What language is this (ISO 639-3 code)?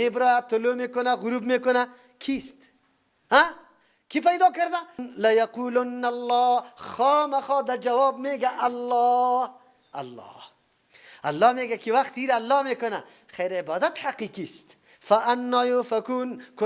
fas